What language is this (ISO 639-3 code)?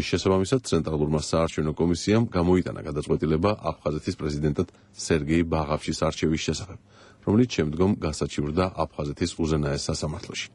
kat